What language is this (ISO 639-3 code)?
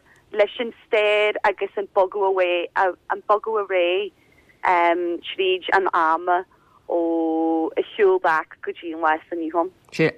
gle